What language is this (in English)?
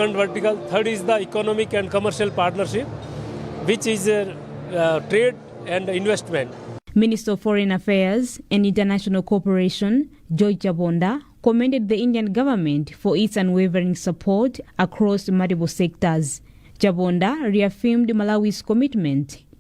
English